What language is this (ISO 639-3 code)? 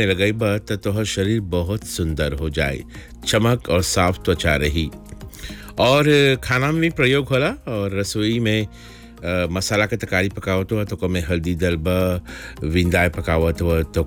bho